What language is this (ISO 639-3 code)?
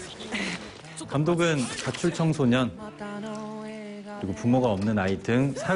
kor